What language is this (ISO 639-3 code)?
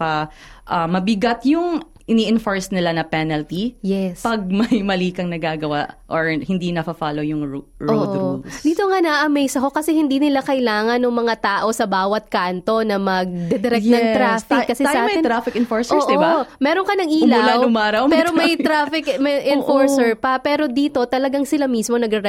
fil